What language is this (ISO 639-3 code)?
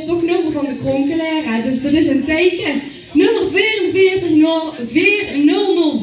lim